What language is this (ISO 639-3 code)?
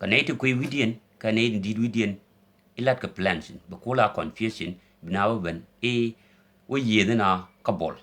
nus